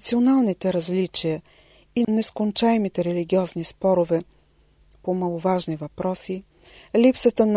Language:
Bulgarian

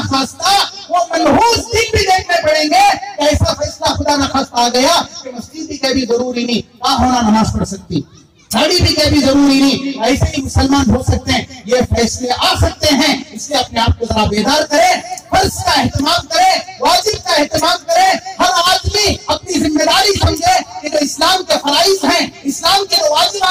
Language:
Urdu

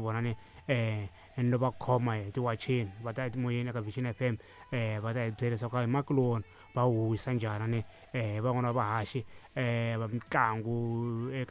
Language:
Tsonga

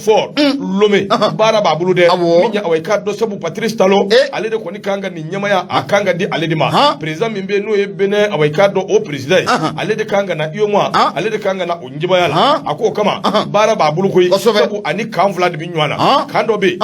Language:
Bambara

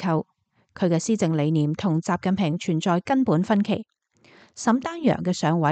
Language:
Cantonese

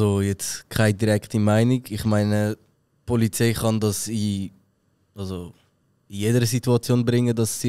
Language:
Swiss German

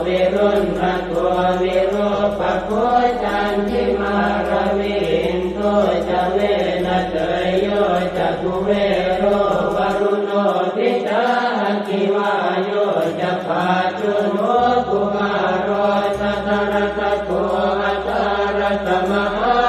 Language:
Pali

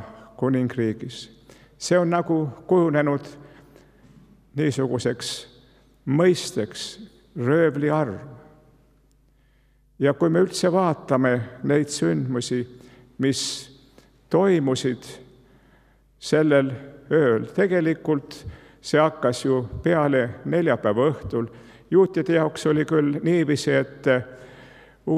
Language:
Estonian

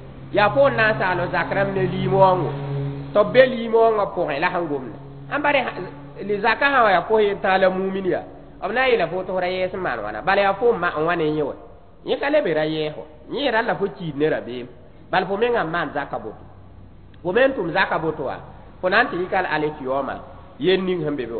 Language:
Mossi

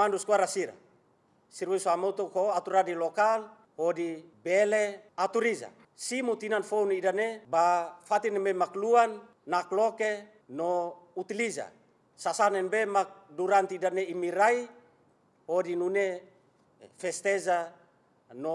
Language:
Tetum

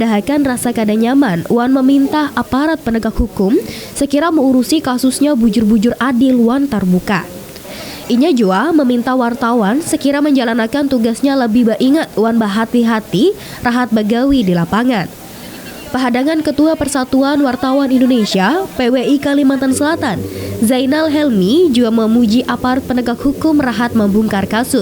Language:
Banjar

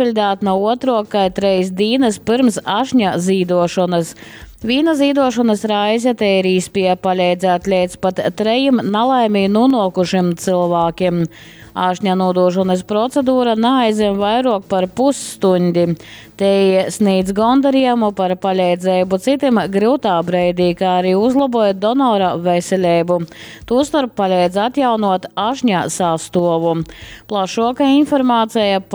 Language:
Latgalian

